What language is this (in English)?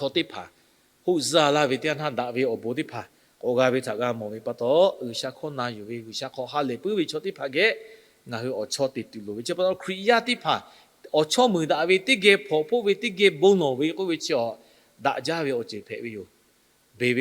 Lahu